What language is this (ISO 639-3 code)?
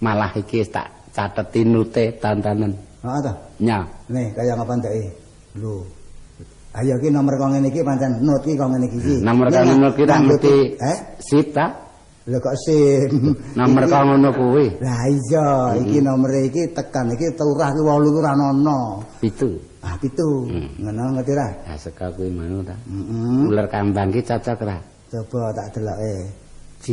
jav